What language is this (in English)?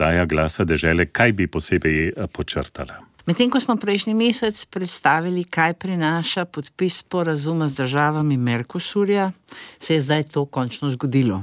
Slovenian